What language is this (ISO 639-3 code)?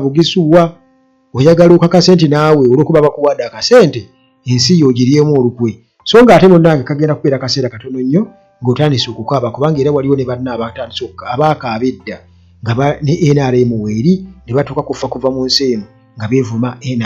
lug